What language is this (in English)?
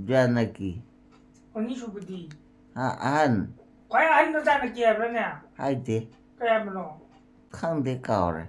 Manipuri